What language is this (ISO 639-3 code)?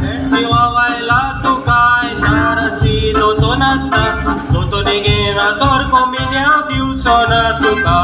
kok